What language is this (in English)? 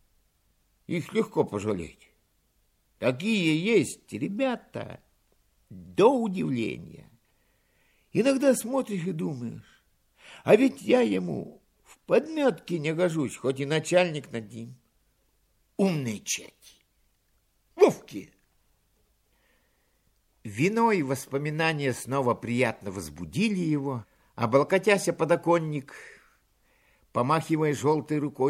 Russian